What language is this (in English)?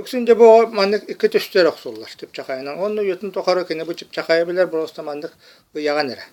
Yakut